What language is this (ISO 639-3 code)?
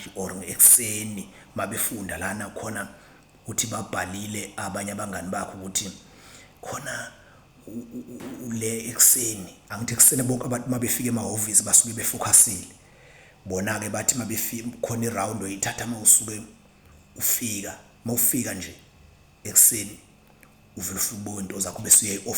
zul